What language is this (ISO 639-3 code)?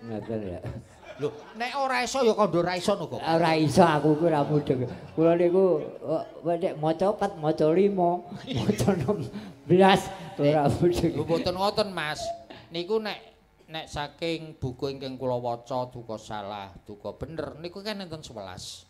jav